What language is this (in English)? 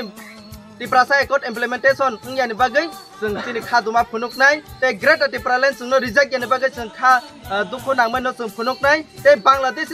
Kok Borok